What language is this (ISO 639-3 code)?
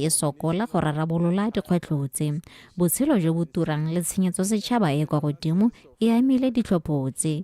tsn